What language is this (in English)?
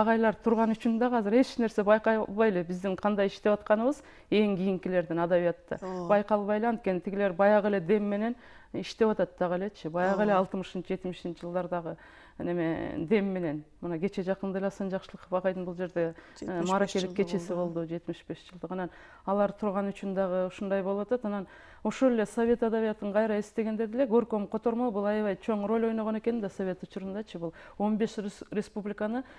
Kyrgyz